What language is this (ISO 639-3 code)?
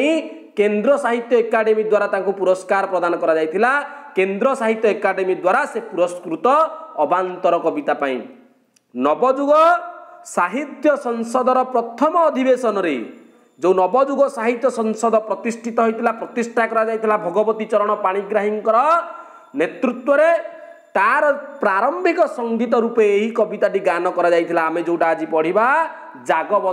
ori